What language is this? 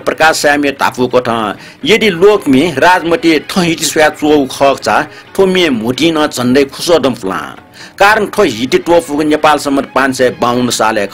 Newari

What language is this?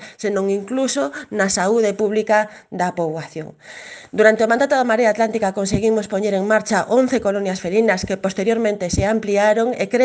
Galician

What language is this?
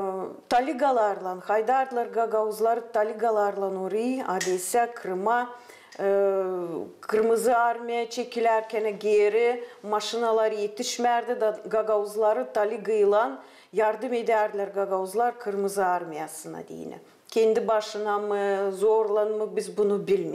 Gagauz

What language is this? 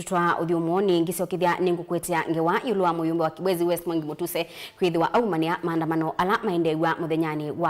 Kamba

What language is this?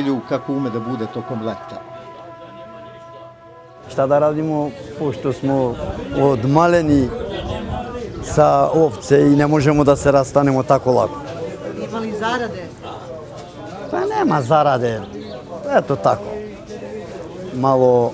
Serbian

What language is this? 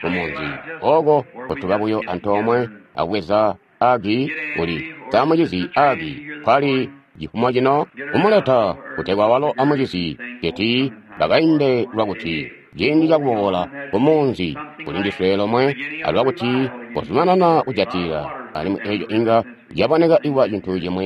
Tonga (Zambia)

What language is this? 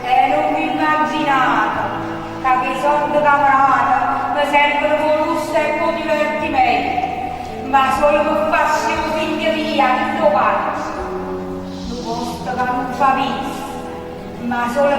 Neapolitan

